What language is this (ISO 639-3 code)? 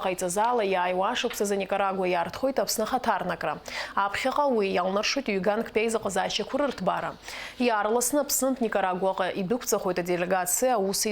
abk